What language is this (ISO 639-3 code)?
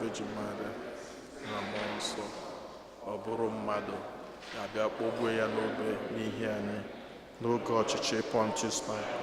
ibo